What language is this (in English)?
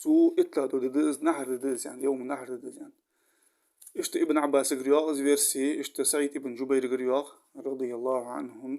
Ingush